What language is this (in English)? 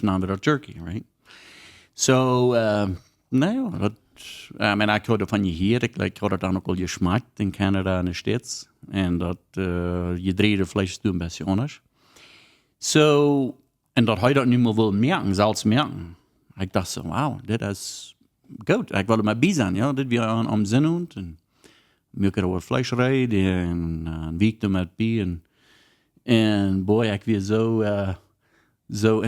Plautdietsch